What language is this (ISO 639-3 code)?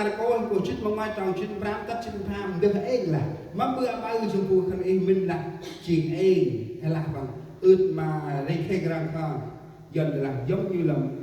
cmo